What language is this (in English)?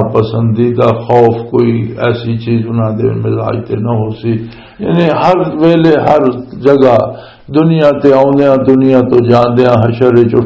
Western Panjabi